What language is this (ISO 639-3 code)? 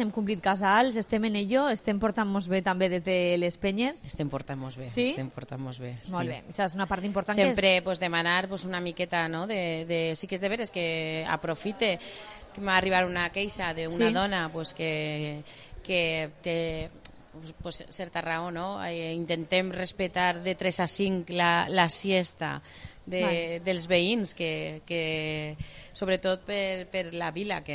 cat